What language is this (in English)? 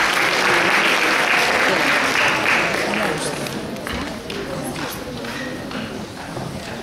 Bulgarian